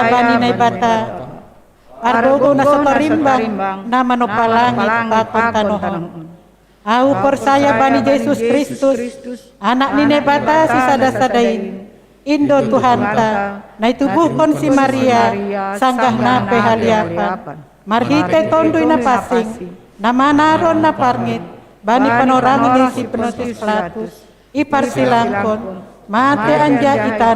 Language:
Batak Simalungun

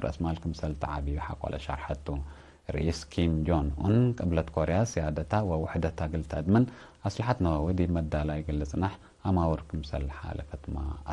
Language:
Tigre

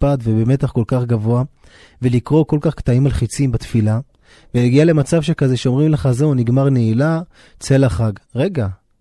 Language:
Hebrew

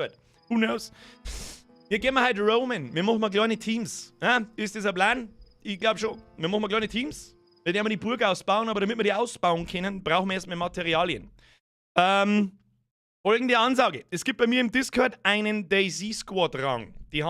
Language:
Bavarian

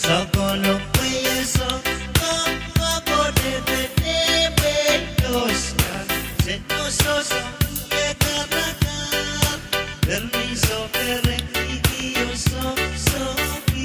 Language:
Pohnpeian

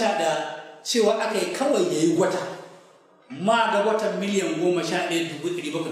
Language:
Hausa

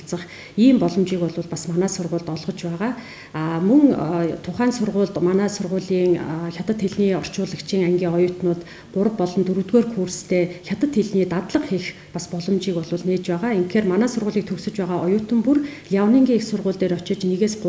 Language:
Mongolian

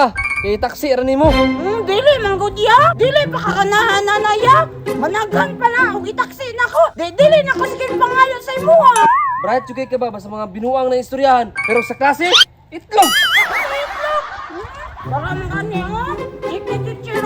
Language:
Cebuano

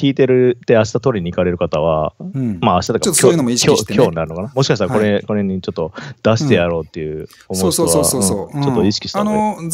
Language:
Japanese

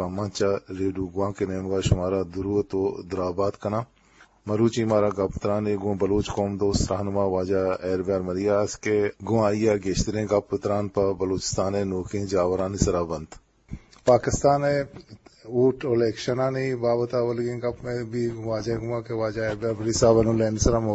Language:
Eastern Balochi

